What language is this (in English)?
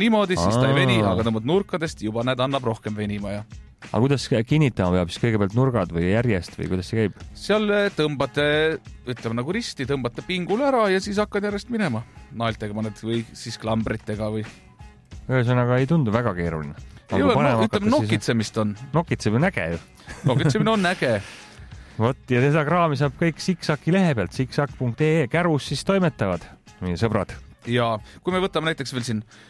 Estonian